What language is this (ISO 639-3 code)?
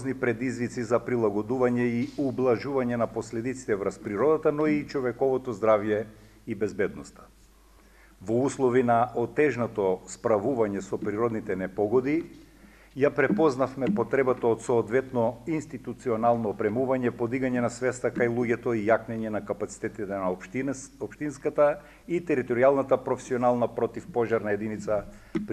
mkd